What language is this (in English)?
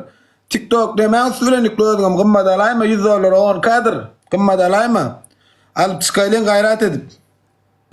Turkmen